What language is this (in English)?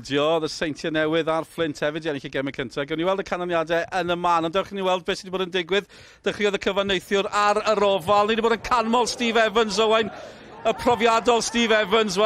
Welsh